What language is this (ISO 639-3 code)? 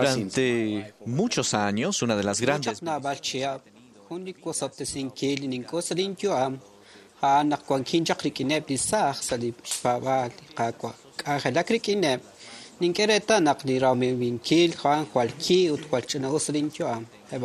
kek